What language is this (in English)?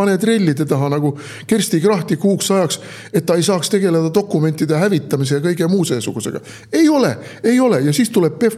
Estonian